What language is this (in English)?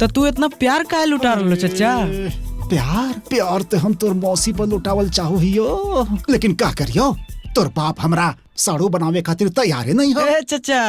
Magahi